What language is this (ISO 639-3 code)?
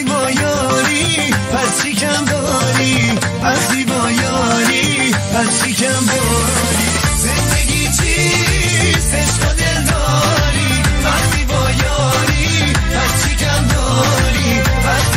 tgk